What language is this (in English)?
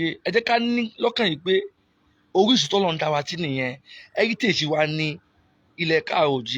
Yoruba